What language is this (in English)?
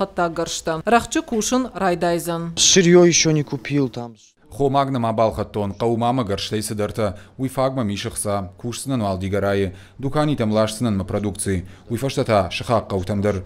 Ossetic